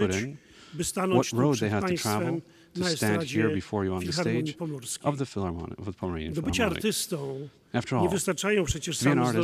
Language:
Polish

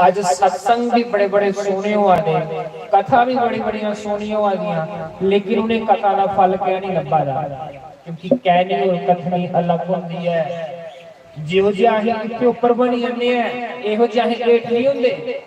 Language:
Dogri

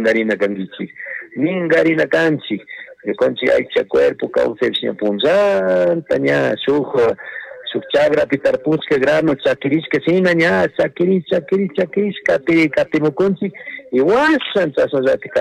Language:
Chimborazo Highland Quichua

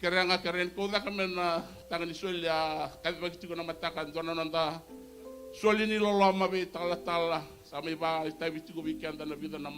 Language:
Fijian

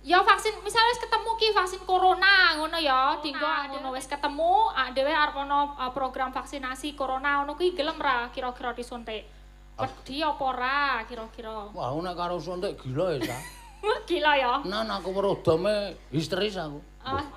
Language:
Javanese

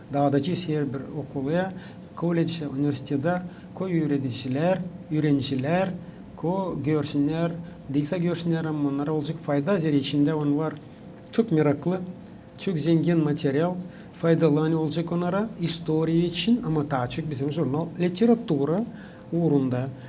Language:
Gagauz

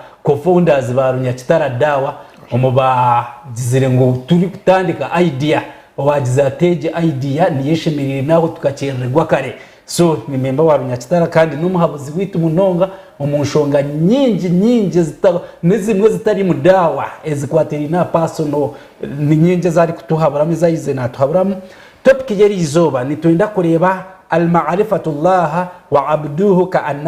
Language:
Nyankole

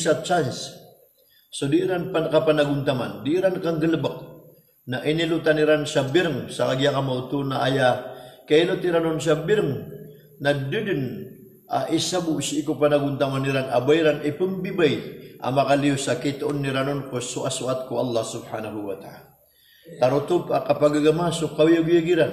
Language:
Maranao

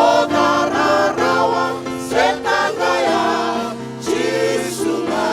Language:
Fijian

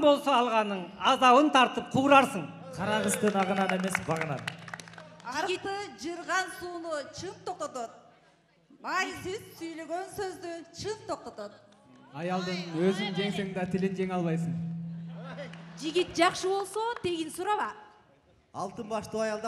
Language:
Kyrgyz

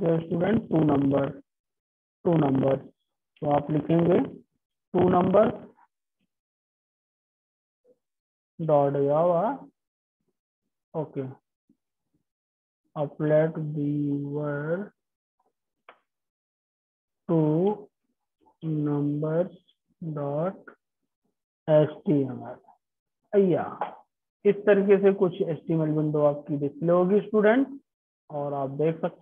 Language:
Hindi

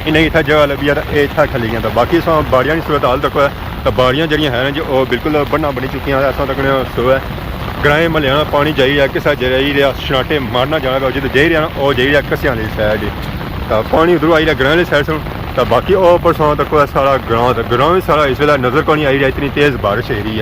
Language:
Pahari-Potwari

